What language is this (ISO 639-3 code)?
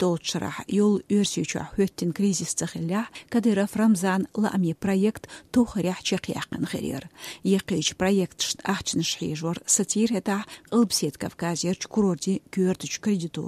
che